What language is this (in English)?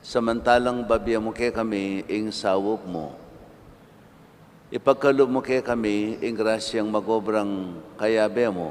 Pampanga